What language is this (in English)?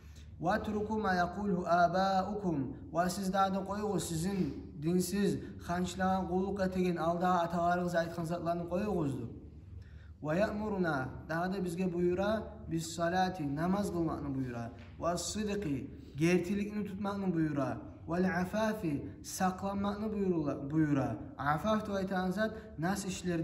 Kumyk